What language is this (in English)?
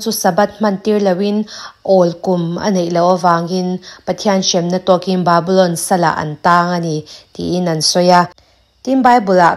Mizo